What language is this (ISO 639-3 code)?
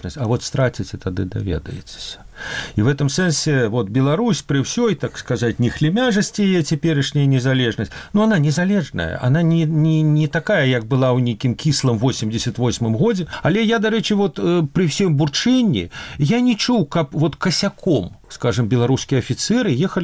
bel